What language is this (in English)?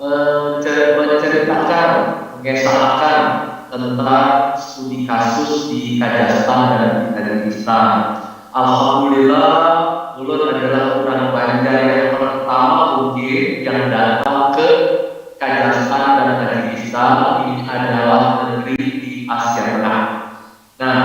Banjar